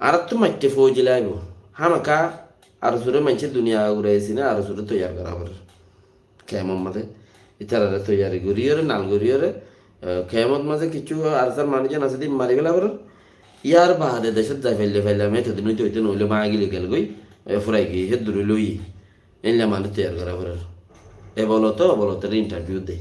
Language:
Rohingya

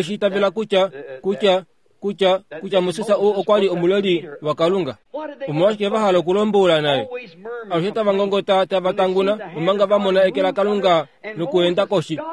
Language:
Kuanyama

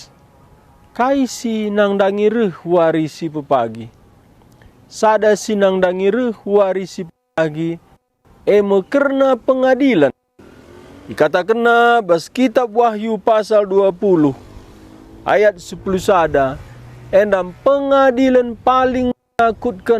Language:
Batak Karo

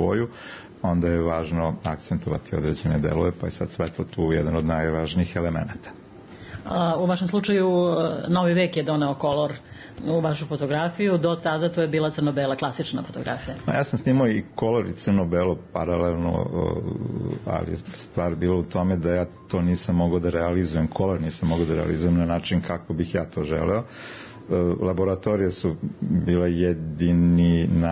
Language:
Serbian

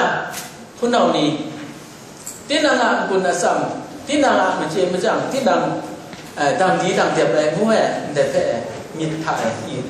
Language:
Kachin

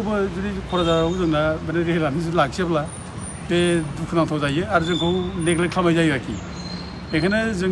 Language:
Bodo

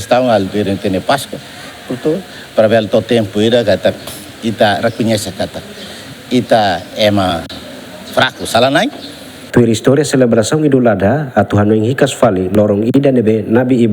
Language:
Tetum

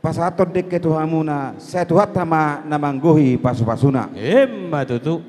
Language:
Batak Toba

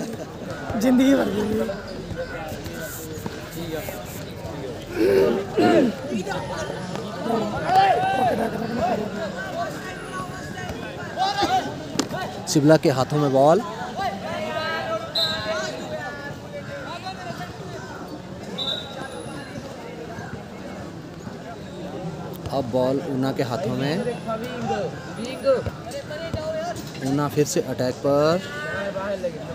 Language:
Hindi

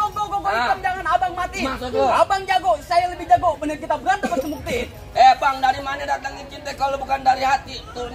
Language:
Betawi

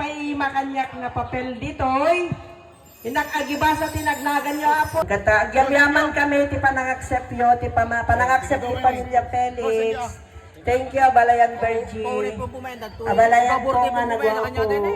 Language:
Iloko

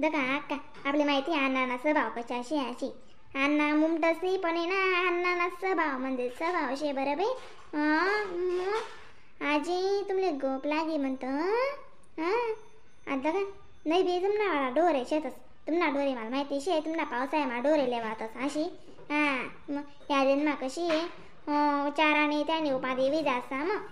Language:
Khandesi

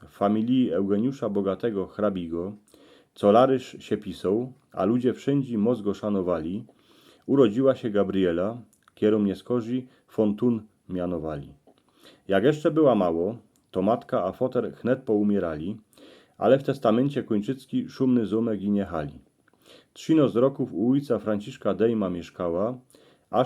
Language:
Silesian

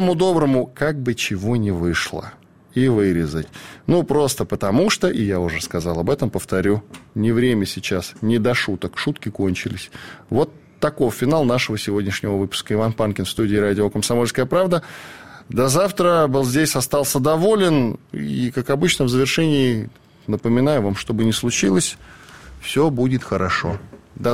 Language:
Russian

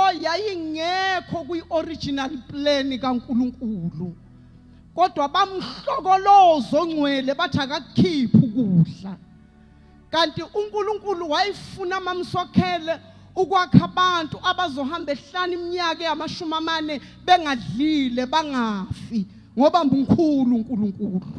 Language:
Zulu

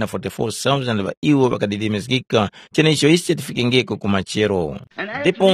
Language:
Tumbuka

